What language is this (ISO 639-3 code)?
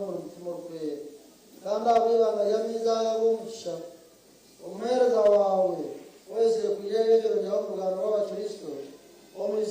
nyn